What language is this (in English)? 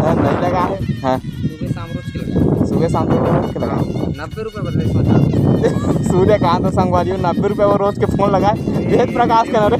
Chhattisgarhi